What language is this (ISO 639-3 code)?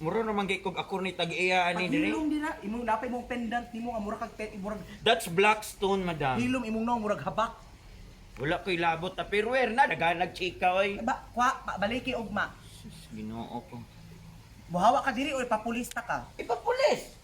ceb